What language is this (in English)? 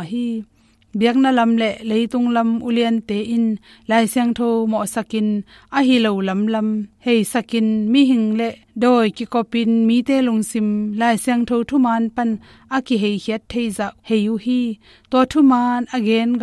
Tedim Chin